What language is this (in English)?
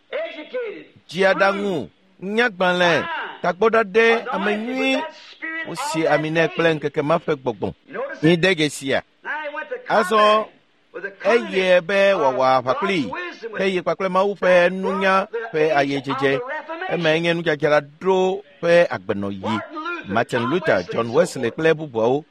Ewe